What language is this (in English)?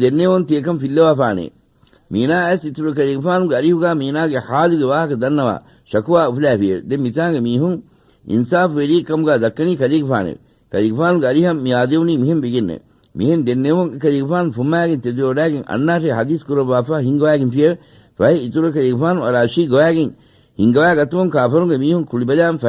Divehi